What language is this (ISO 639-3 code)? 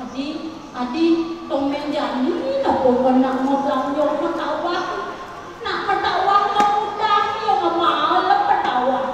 ban